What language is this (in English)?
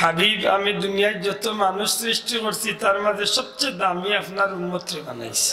Sylheti